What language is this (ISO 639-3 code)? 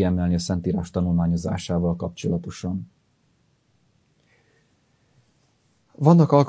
hun